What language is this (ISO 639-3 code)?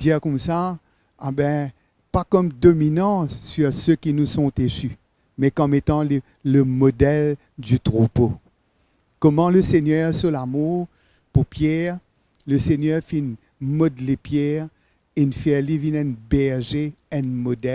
mfe